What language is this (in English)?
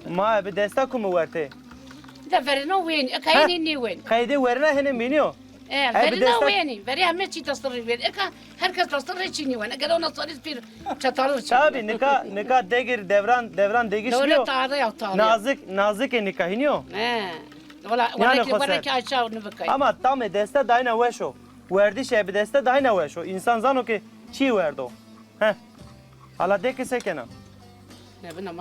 Zaza